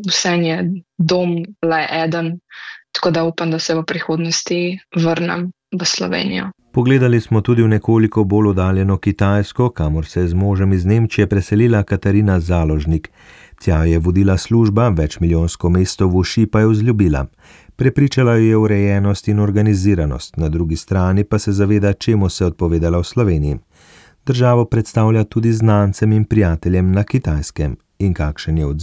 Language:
Slovenian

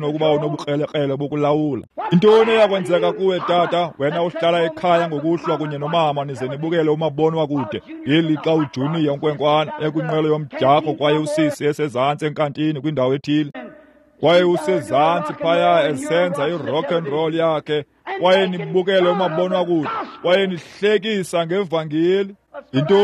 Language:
Xhosa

